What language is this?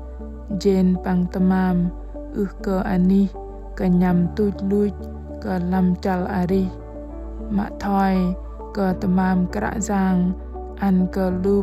Bahnar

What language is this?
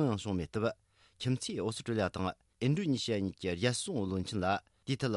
Tibetan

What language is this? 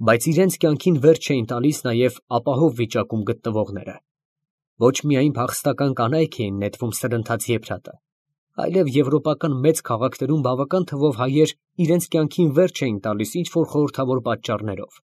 Armenian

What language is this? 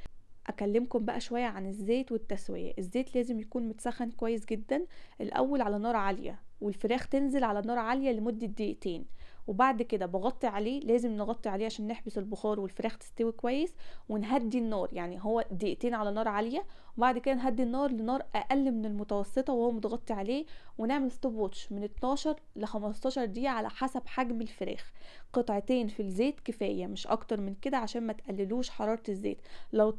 Egyptian Arabic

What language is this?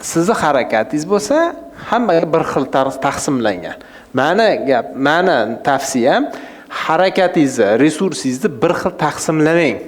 Uzbek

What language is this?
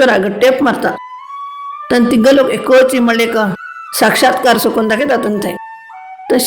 Konkani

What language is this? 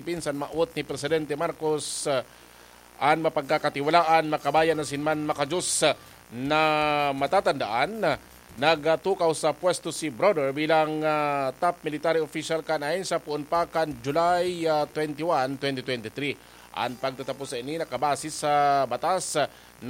Bikol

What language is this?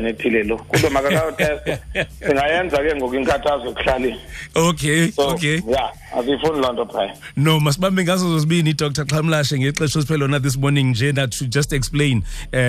Xhosa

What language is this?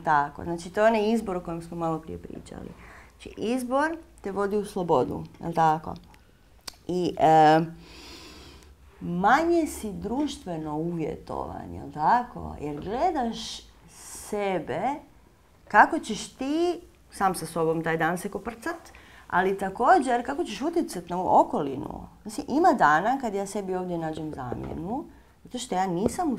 Croatian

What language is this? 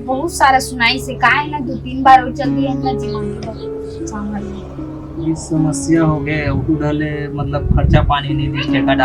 Chhattisgarhi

